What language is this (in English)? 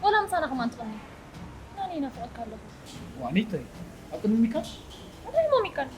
Tigrinya